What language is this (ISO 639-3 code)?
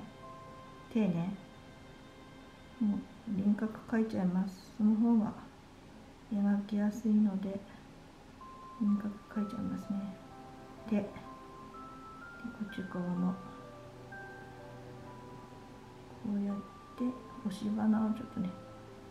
jpn